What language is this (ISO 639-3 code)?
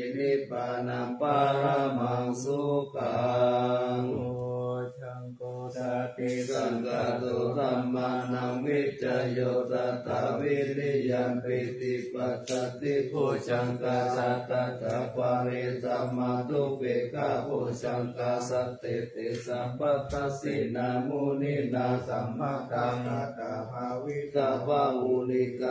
pli